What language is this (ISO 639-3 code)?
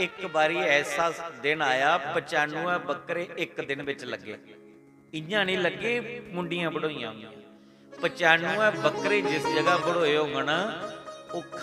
doi